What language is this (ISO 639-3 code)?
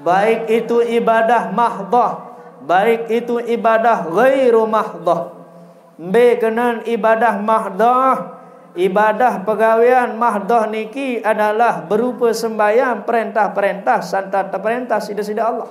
sas